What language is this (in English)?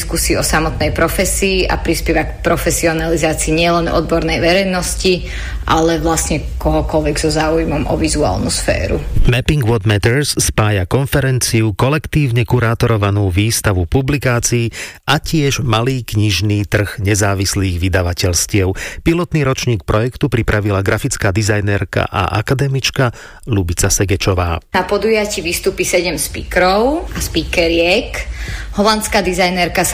Slovak